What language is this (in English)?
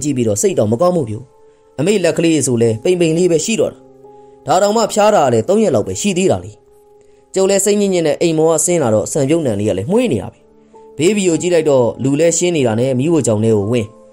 Burmese